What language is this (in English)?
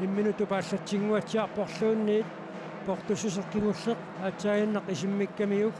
Kalaallisut